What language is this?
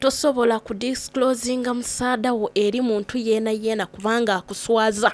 Soga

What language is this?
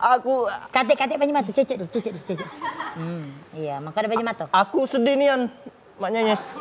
Musi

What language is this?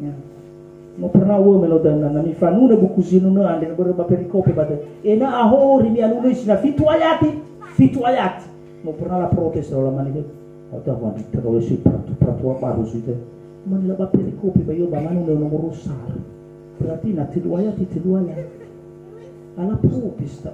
Nias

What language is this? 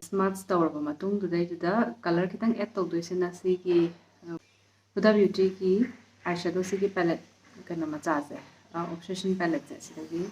Manipuri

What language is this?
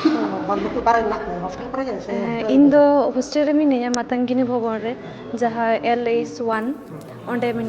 Santali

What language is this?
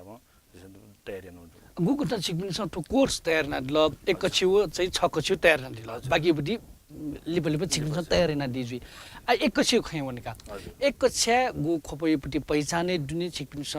Newari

